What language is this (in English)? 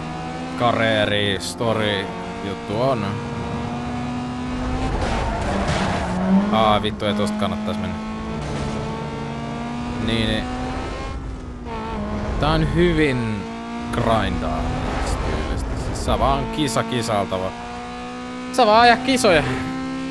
Finnish